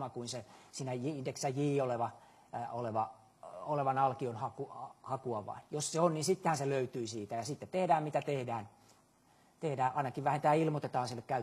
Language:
Finnish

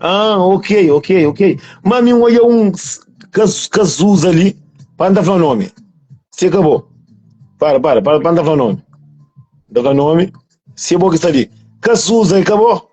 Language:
Kabuverdianu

